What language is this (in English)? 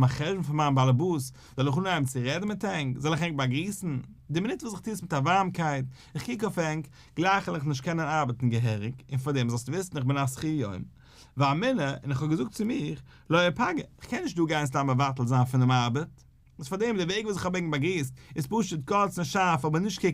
Yiddish